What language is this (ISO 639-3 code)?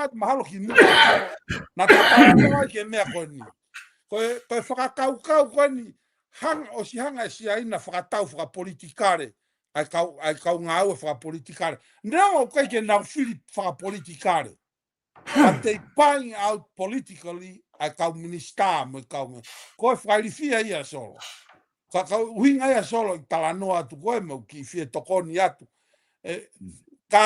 ton